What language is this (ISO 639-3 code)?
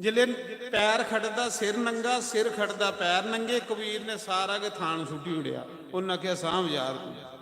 doi